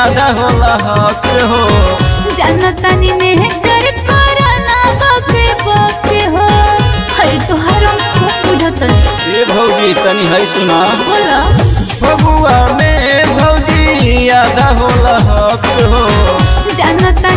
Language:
Bhojpuri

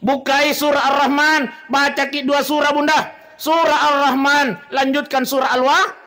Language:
Buginese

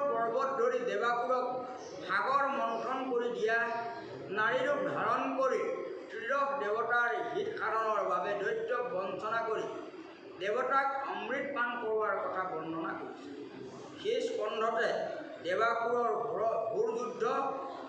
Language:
Assamese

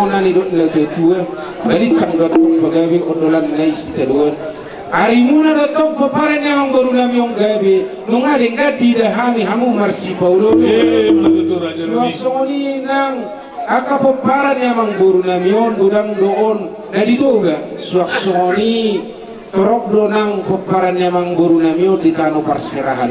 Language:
Batak Toba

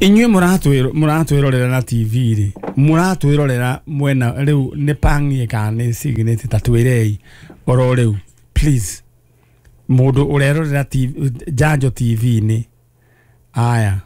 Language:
Kikuyu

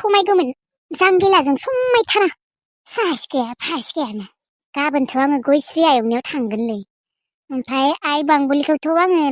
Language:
Bodo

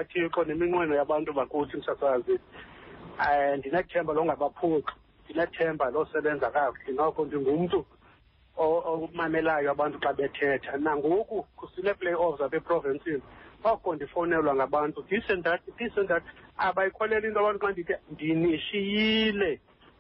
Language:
Xhosa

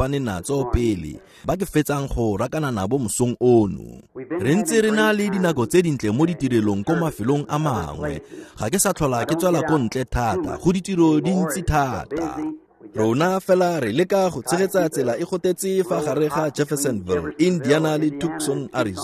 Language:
Tswana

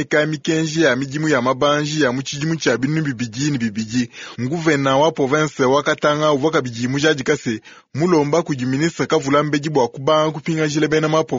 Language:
Luba-Lulua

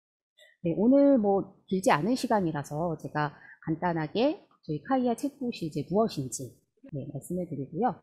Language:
Korean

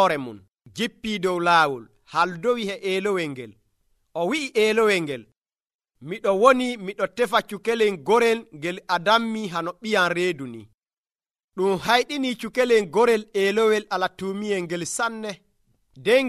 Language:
Nigerian Fulfulde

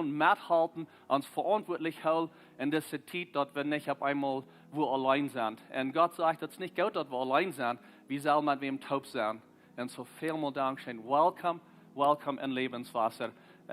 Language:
Plautdietsch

